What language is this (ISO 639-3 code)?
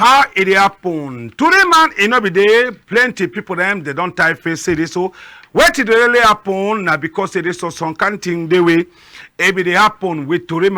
wes